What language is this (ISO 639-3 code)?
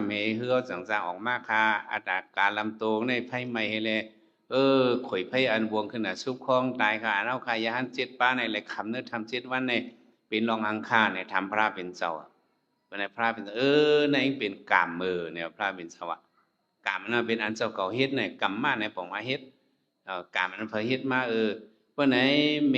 shn